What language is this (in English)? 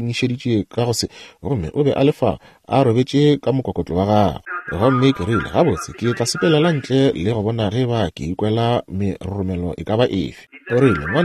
Northern Sotho